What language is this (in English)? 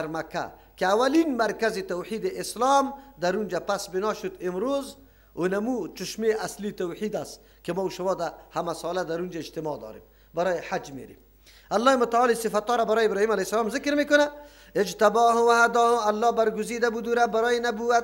Persian